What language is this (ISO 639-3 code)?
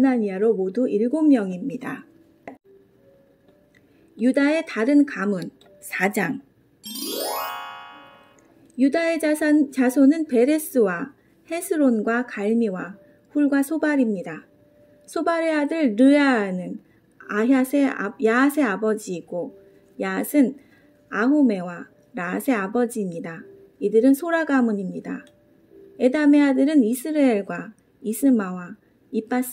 kor